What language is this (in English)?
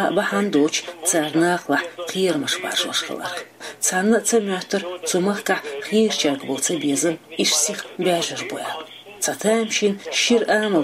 Chechen